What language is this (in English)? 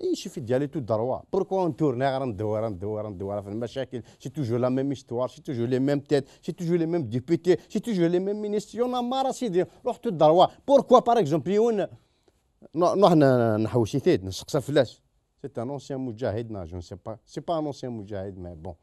Kabyle